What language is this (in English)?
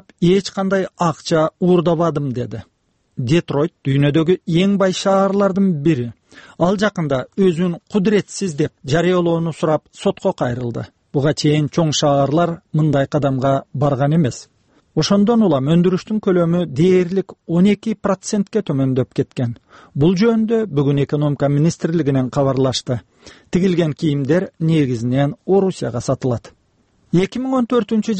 Kyrgyz